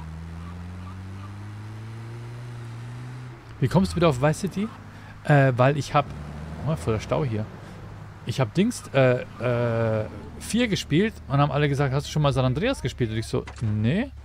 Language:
German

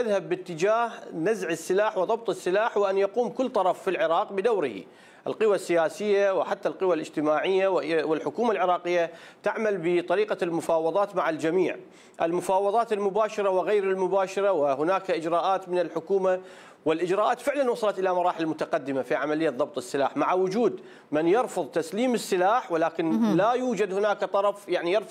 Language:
Arabic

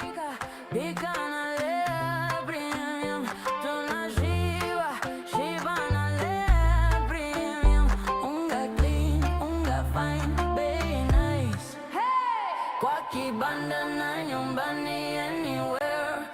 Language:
Meru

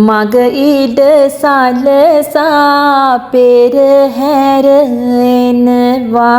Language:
Sinhala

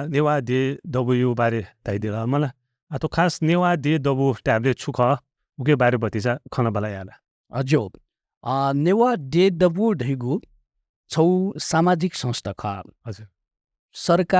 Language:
Newari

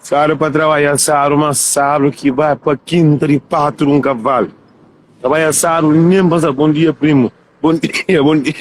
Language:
Kabuverdianu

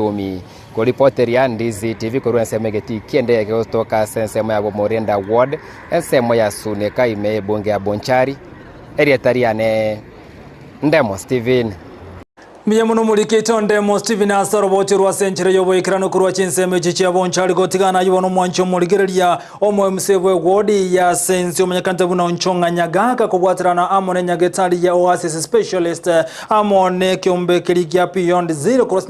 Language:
Gusii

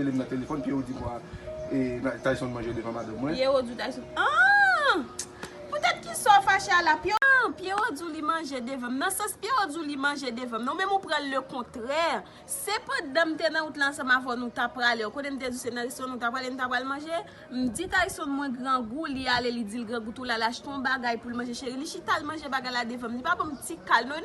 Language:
Haitian Creole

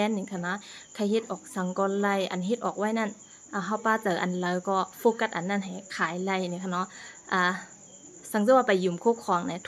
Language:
Shan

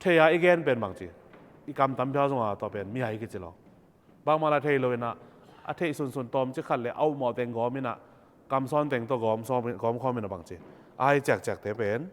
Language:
Tedim Chin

